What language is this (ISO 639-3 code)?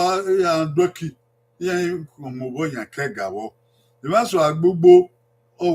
bin